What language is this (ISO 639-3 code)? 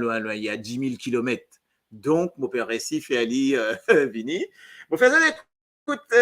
mfe